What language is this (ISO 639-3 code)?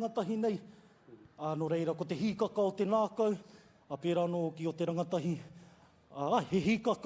mri